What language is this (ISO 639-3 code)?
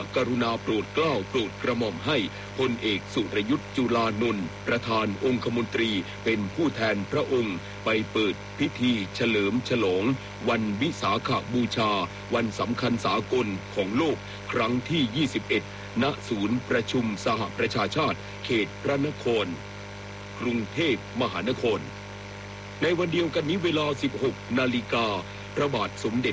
tha